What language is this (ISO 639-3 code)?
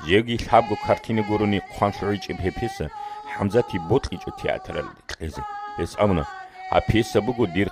ava